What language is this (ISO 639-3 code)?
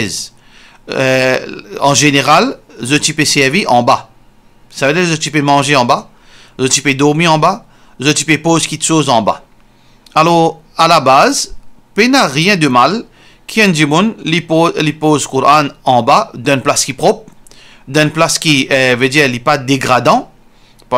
mfe